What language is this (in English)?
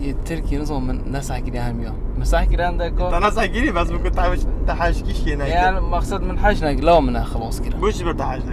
Kurdish